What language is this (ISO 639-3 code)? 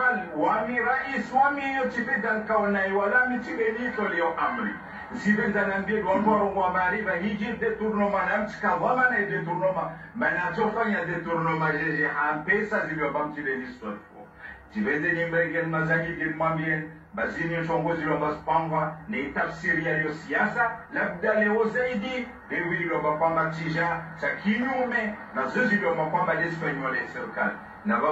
swa